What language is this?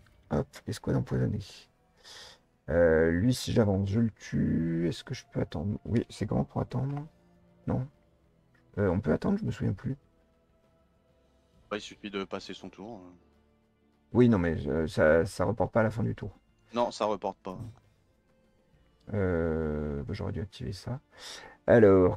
French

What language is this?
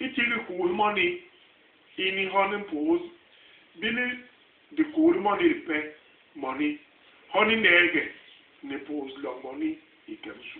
Basaa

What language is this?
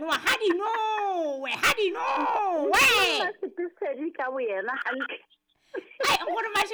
Southern Sotho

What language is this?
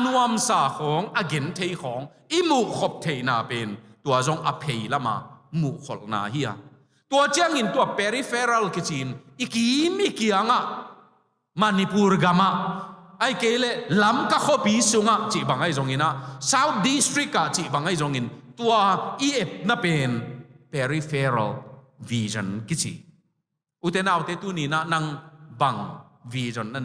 Tedim Chin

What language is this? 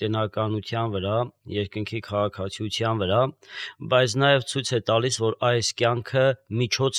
Armenian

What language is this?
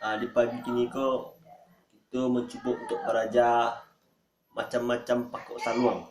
Minangkabau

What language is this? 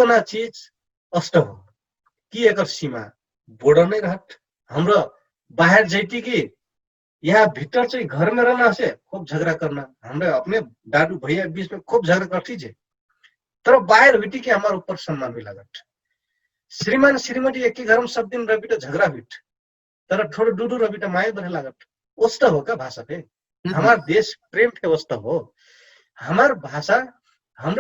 Dangaura Tharu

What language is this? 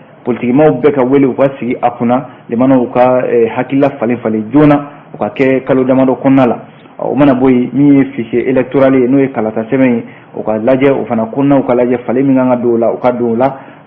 Bambara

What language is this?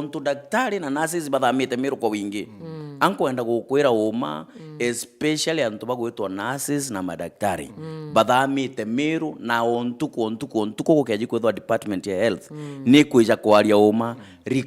Meru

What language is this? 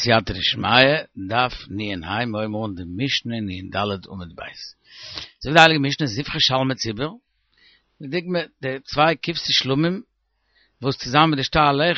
Yiddish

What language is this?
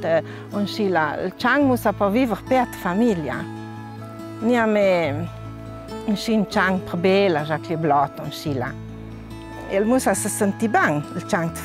Ladin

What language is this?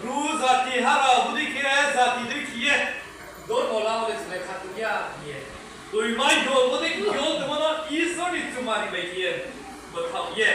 Riang (India)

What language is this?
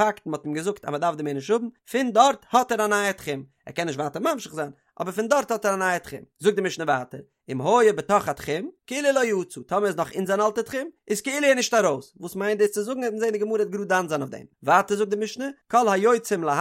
Yiddish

